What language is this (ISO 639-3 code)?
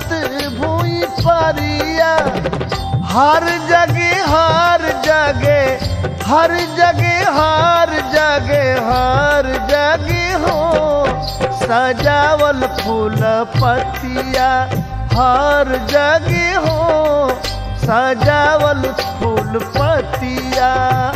bho